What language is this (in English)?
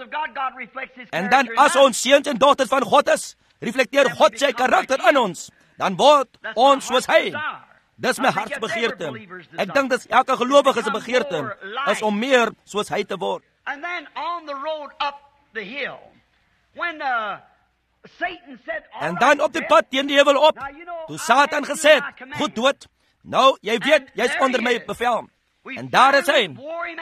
Afrikaans